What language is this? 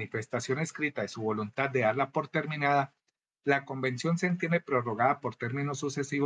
Spanish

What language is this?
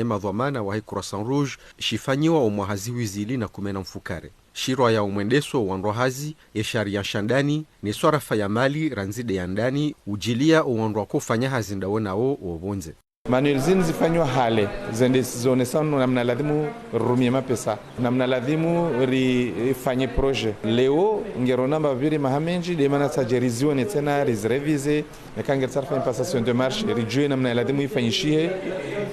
Ngazidja Comorian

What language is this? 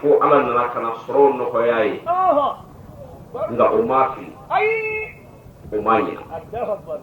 Bambara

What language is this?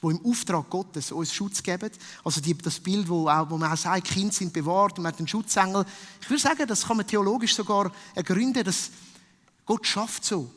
Swiss German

